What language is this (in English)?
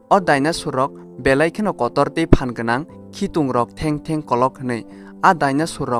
Kok Borok